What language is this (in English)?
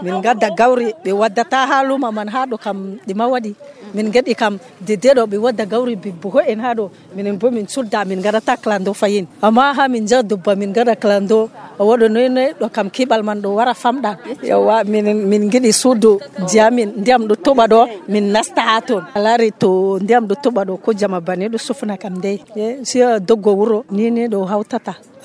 Nigerian Fulfulde